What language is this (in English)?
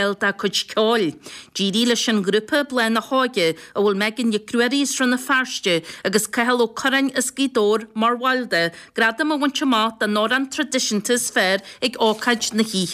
Irish